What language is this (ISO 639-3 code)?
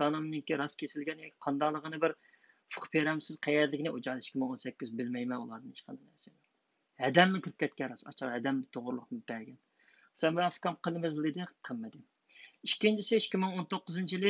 uig